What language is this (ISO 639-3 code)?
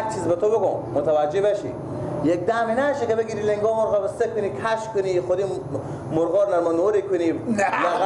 fas